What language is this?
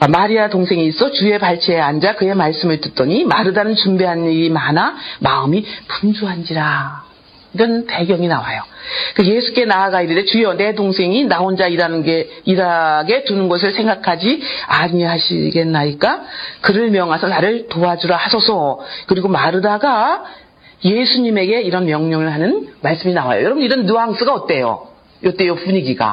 Korean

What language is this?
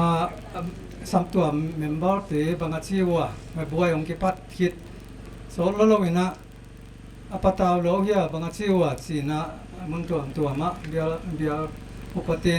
Paite Chin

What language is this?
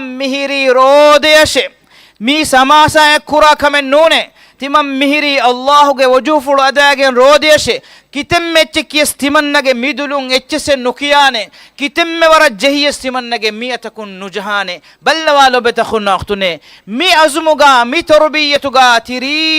Divehi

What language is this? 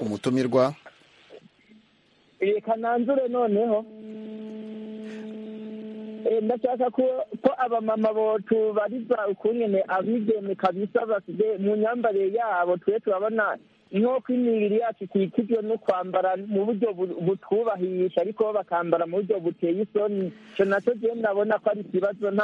Kinyarwanda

